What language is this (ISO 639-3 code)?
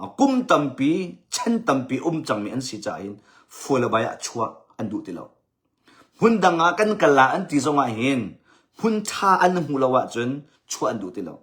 cnh